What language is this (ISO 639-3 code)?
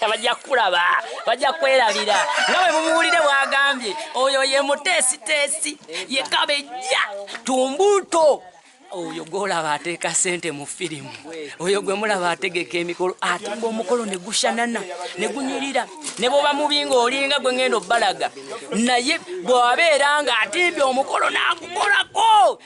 lug